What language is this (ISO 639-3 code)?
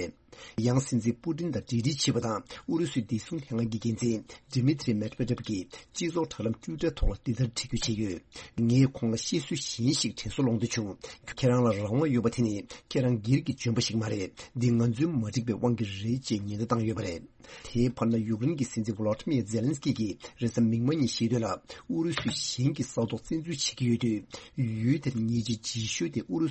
bod